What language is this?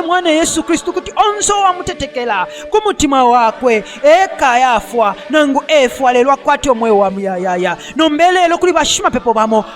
Bemba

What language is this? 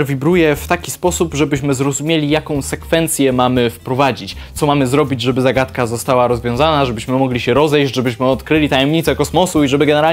Polish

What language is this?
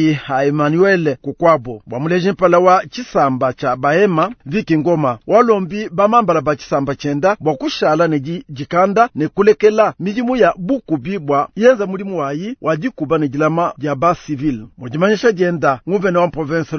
Luba-Lulua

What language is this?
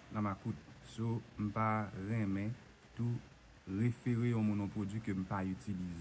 Haitian Creole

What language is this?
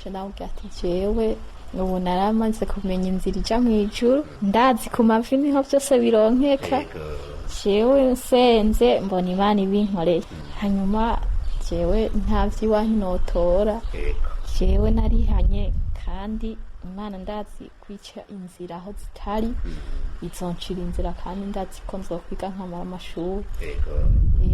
Rundi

